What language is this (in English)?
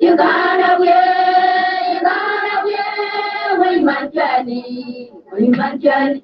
Nuer